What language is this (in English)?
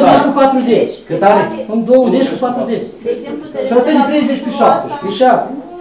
Romanian